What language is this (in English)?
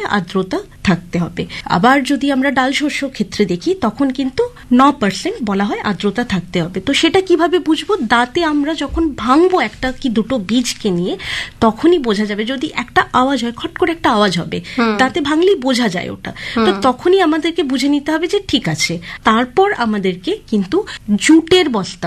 Bangla